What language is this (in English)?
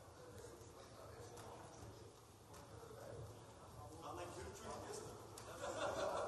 Bulgarian